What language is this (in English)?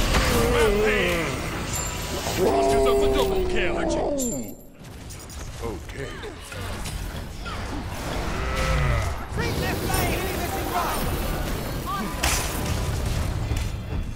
English